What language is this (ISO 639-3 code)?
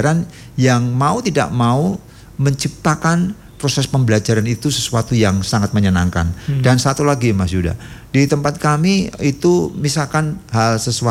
ind